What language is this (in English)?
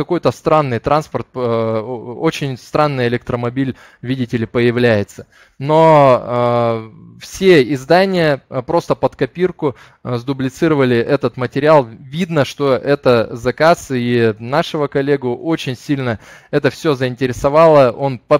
Russian